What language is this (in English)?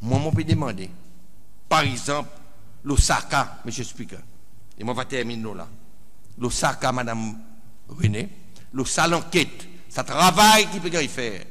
Seselwa Creole French